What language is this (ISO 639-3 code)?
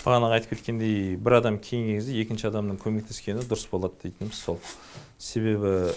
kaz